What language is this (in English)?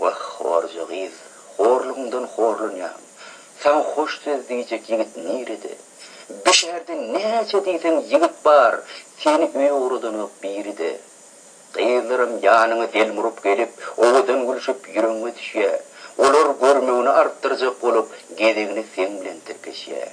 Turkmen